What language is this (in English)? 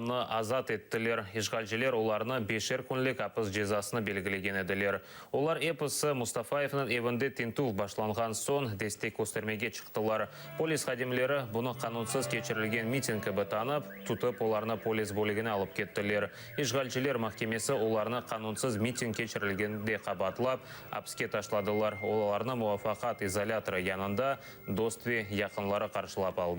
Crimean Tatar